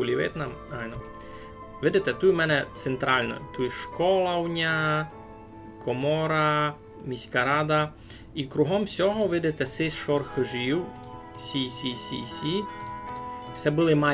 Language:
Rusyn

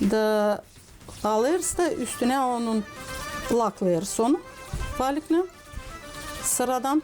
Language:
Gagauz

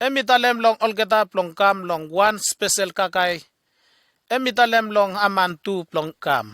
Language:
Bislama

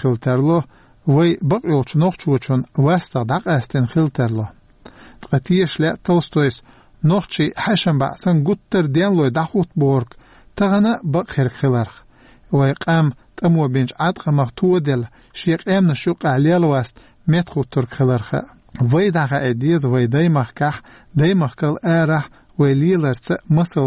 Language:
Chechen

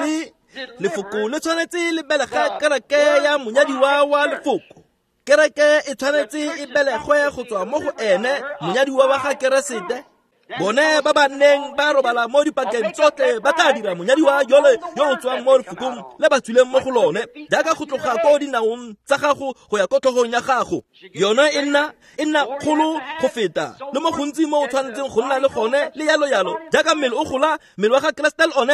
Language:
Tswana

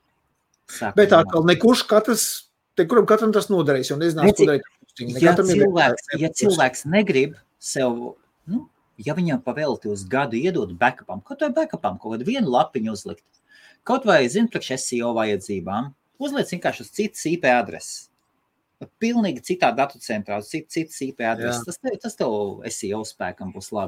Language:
Latvian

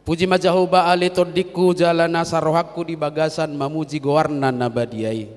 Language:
Batak Toba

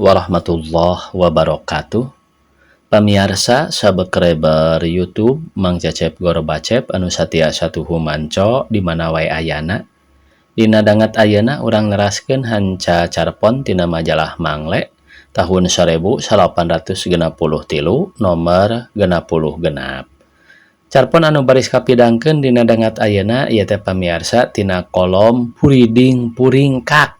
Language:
Sundanese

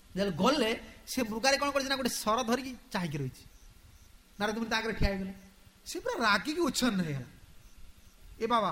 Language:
Odia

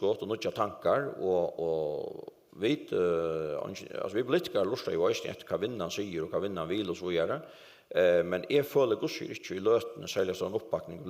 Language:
Faroese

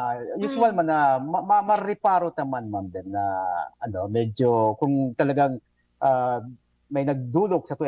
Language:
Bikol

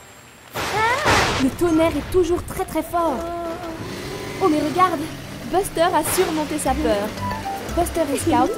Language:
French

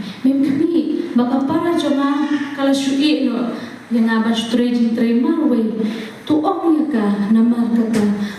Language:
Khasi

